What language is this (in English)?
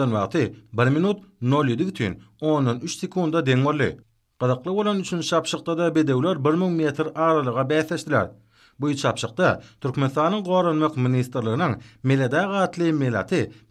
Turkmen